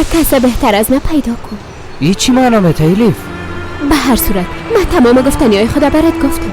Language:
Persian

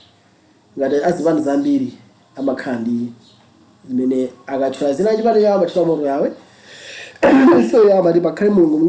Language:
Nyanja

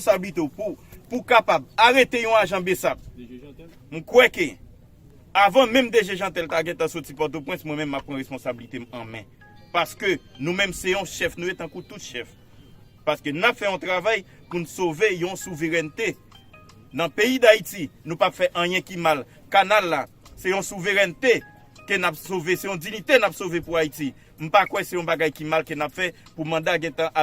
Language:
Haitian Creole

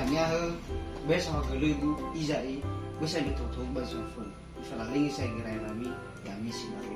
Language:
Nias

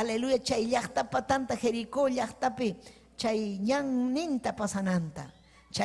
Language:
Ayacucho Quechua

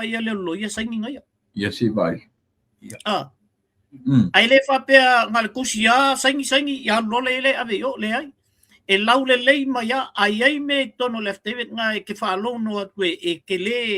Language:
Samoan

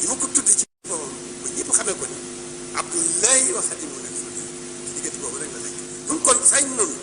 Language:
Wolof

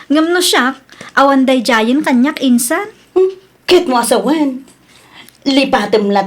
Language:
Iloko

